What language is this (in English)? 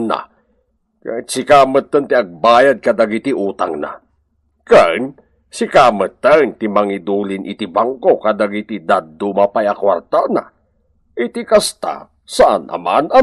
Iloko